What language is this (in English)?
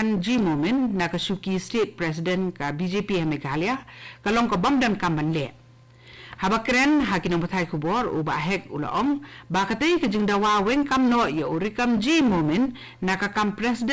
Khasi